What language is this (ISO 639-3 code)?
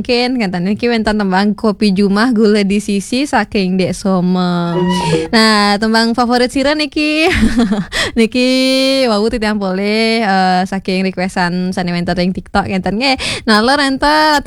ban